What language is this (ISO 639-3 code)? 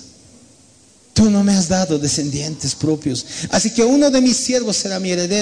spa